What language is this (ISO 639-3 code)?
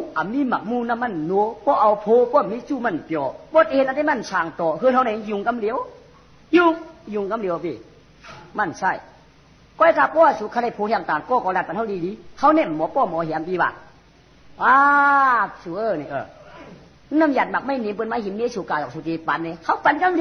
shn